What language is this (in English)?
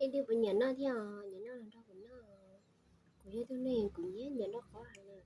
Hmong